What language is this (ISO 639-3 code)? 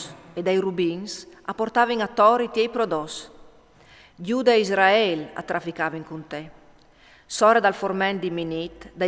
fur